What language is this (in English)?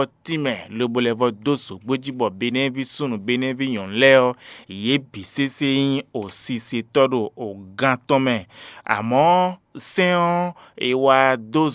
Fon